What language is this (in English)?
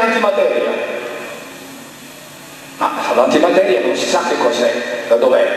Italian